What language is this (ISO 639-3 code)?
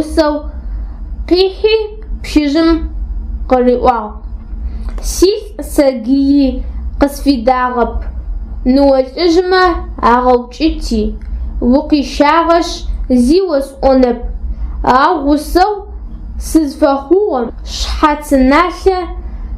ady